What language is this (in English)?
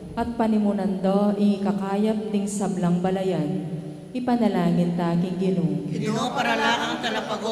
Pampanga